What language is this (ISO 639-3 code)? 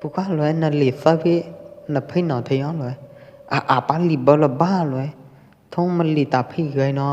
kjp